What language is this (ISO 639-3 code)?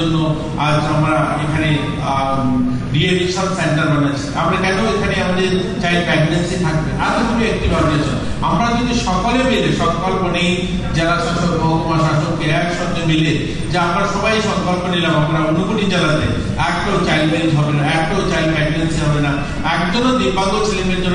ben